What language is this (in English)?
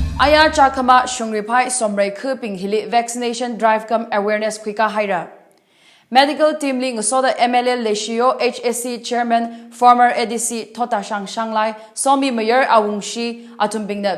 Tangkhul Naga (India)